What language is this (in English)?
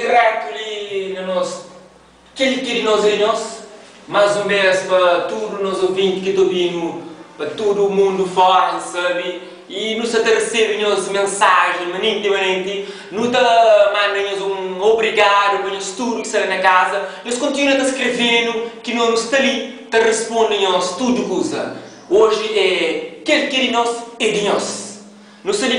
Kabuverdianu